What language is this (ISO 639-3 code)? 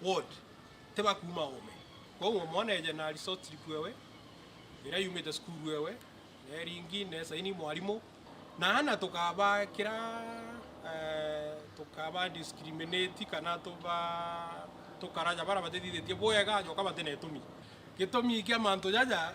mer